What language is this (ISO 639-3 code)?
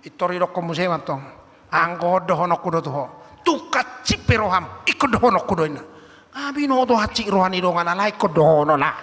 bbc